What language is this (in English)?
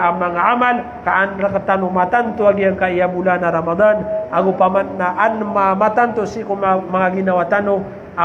Maranao